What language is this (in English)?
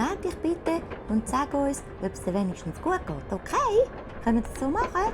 Swiss German